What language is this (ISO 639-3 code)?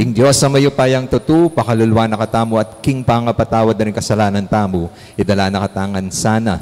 pam